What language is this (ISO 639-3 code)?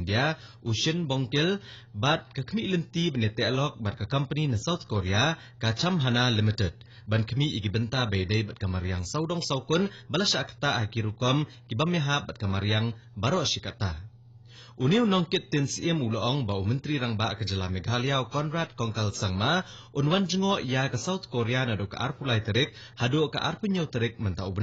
kha